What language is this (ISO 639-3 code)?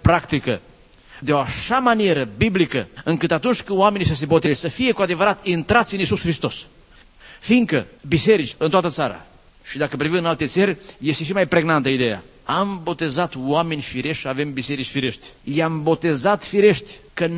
ron